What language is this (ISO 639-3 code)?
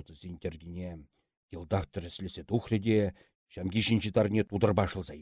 chv